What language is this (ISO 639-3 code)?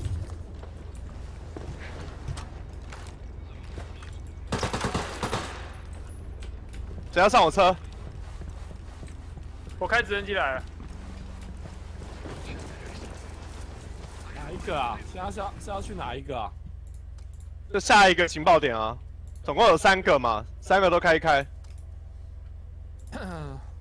zho